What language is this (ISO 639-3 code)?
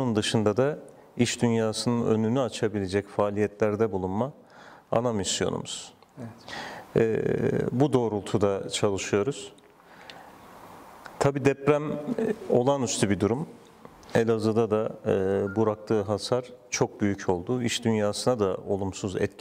tur